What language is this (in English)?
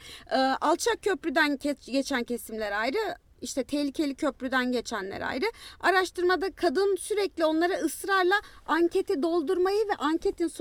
Turkish